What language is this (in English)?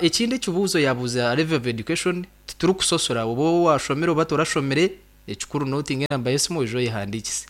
Nyankole